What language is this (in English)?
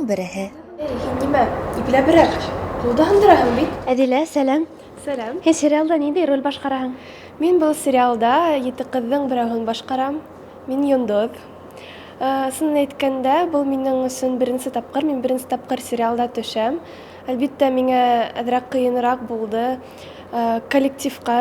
Bashkir